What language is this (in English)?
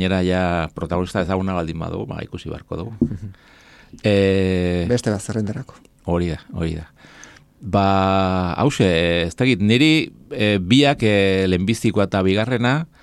Basque